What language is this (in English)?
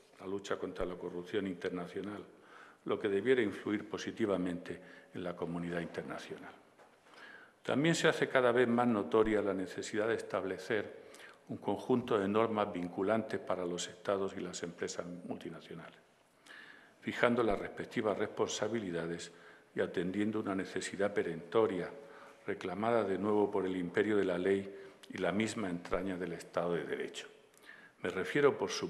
Spanish